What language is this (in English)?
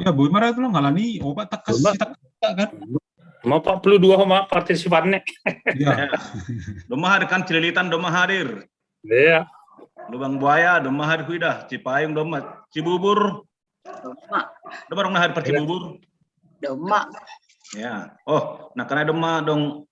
Batak Simalungun